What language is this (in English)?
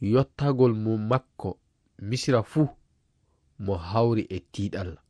Fula